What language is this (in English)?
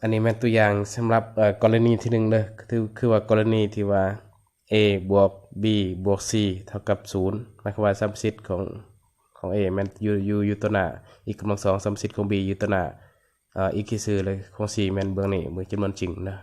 Lao